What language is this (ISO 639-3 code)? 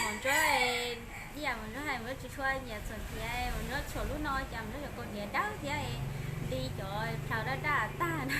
hmn